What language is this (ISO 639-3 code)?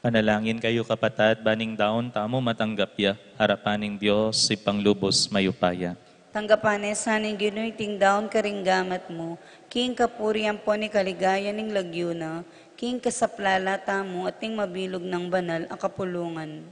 pam